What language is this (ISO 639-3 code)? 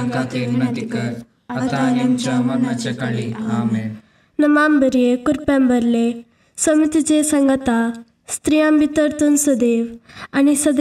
kok